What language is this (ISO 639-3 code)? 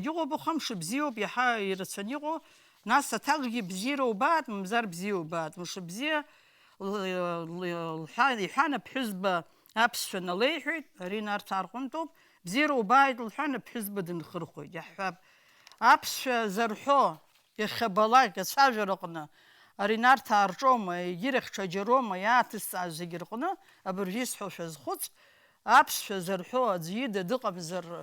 abk